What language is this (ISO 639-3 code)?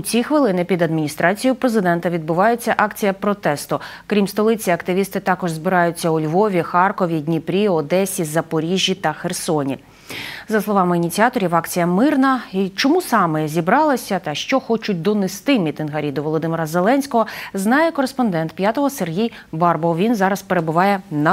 ukr